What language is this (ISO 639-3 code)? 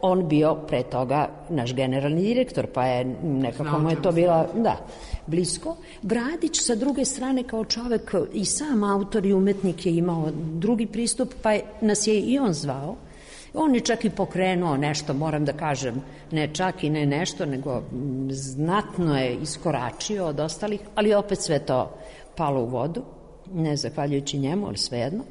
srp